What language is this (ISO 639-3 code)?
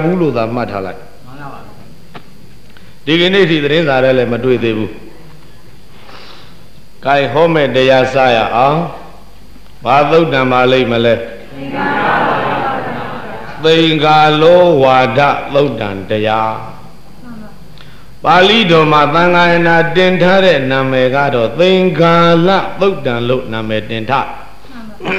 mya